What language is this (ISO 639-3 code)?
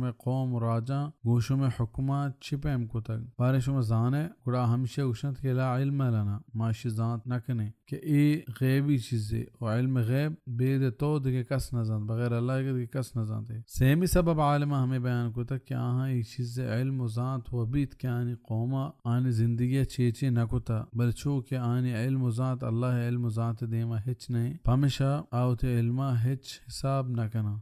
bal